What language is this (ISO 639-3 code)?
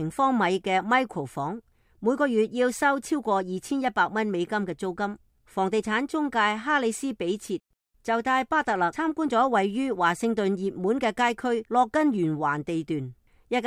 yue